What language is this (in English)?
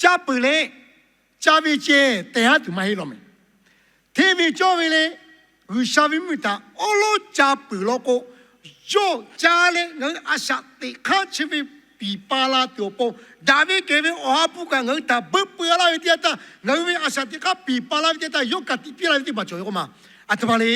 Lahu